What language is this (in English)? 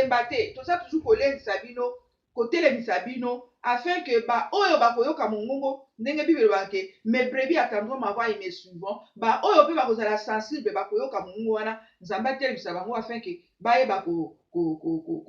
Lingala